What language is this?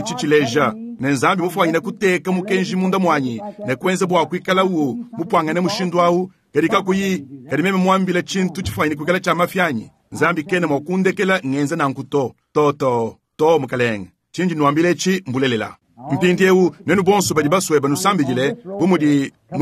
Luba-Lulua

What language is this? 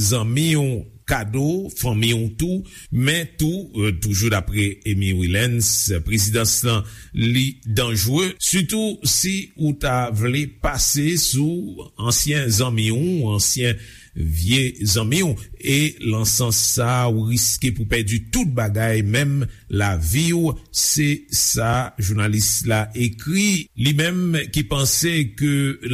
Haitian Creole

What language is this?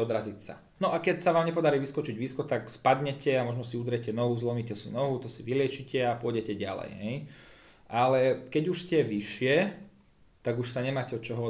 Slovak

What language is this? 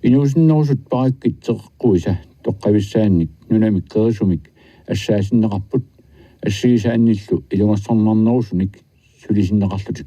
Kalaallisut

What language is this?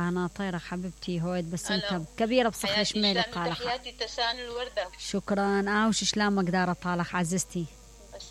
Mesopotamian Arabic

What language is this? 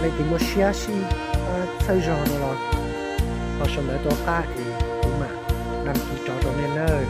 Hmong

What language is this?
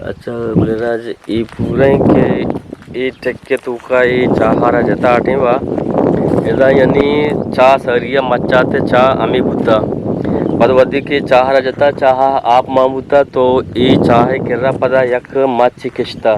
Eastern Balochi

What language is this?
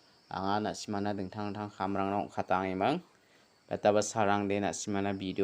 Garo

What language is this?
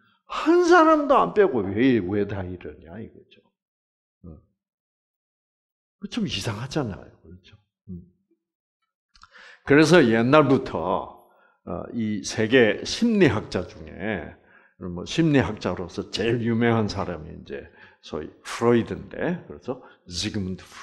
Korean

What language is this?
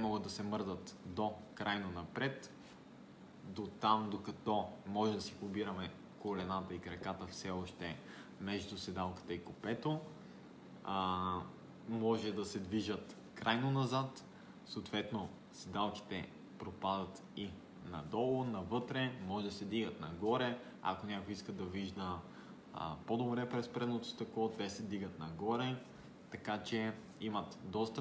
Bulgarian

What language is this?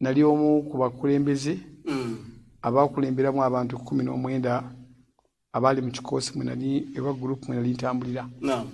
Ganda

